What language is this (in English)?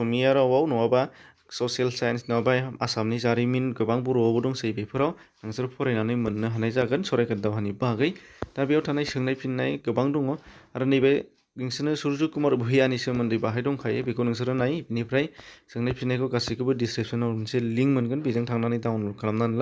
Bodo